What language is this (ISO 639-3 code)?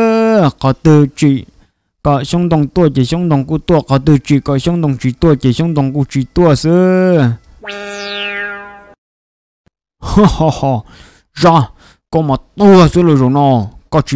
vie